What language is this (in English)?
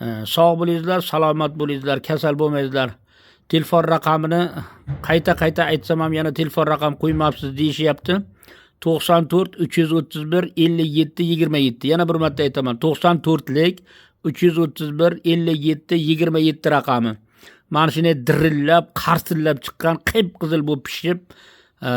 Uzbek